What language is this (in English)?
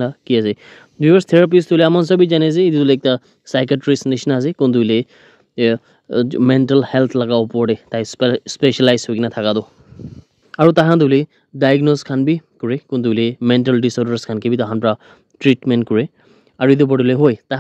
Naga Pidgin